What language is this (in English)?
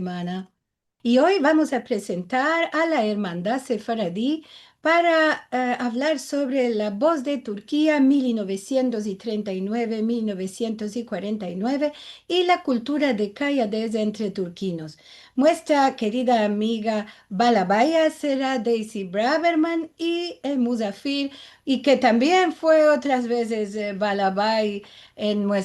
Ladino